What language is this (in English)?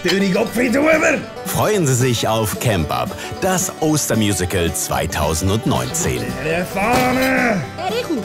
Swiss German